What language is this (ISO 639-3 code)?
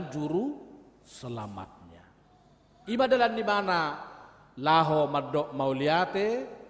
bbc